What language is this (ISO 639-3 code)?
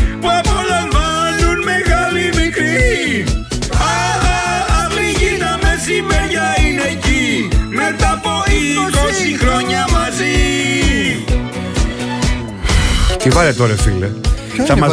ell